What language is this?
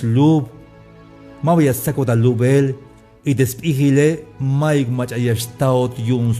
Tzeltal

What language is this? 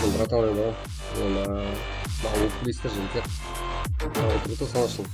Kara-Kalpak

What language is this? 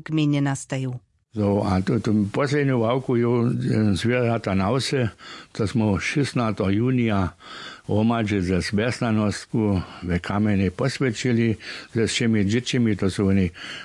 Upper Sorbian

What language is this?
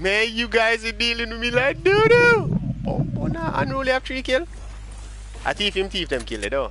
Jamaican Creole English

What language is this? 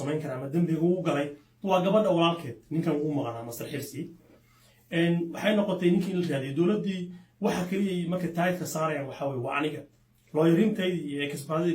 Somali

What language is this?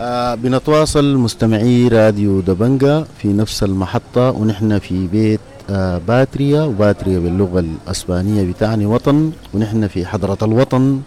Sudanese Arabic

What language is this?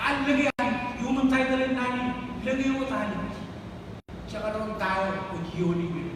Marshallese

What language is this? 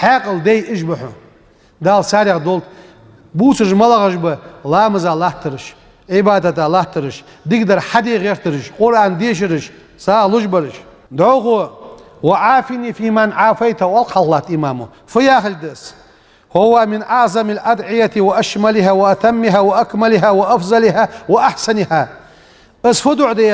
Ingush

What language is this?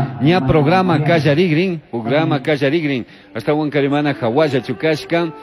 Chimborazo Highland Quichua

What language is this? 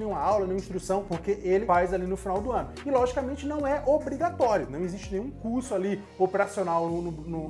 Portuguese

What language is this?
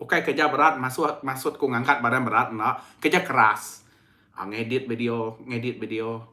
Iban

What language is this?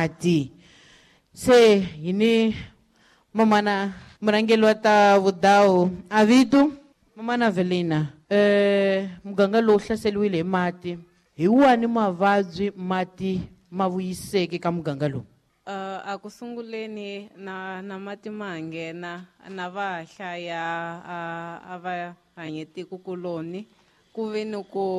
Tsonga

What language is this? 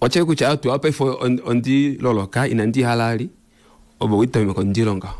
Kuanyama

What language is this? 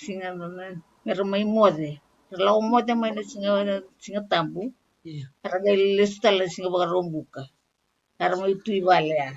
Fijian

